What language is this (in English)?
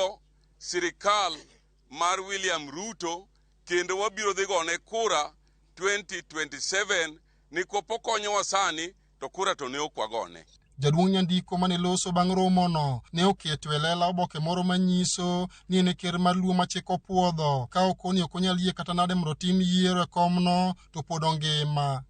Luo (Kenya and Tanzania)